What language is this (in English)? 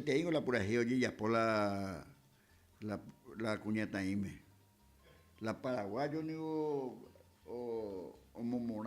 Guarani